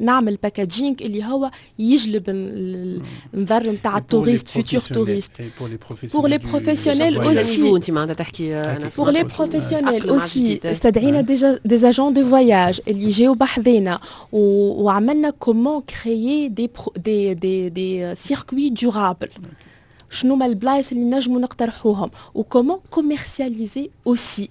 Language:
Tunisian Arabic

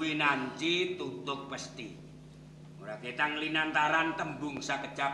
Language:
Javanese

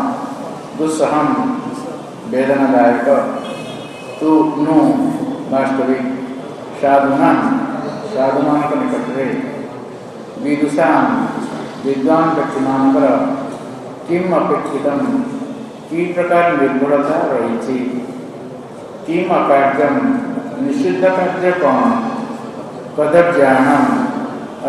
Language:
Odia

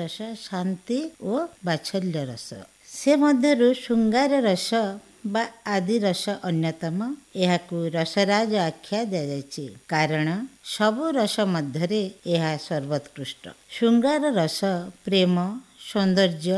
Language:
Odia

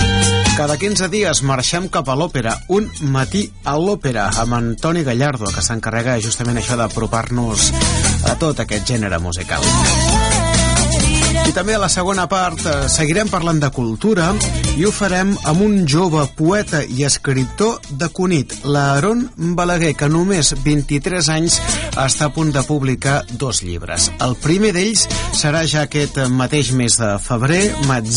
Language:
Catalan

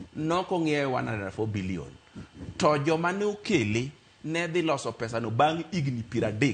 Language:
Luo (Kenya and Tanzania)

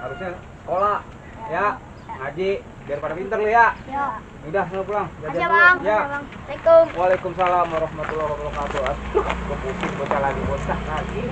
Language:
Betawi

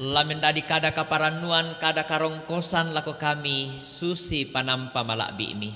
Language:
Toraja-Sa'dan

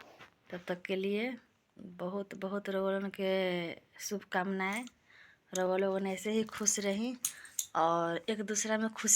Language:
Bhojpuri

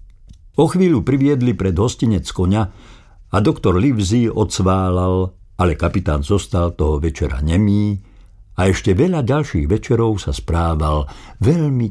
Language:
Slovak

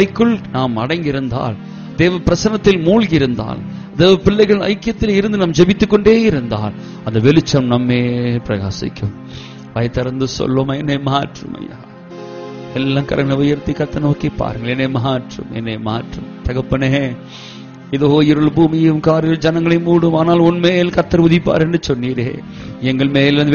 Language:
Tamil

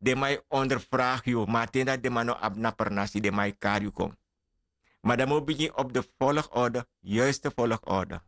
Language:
Sranan Tongo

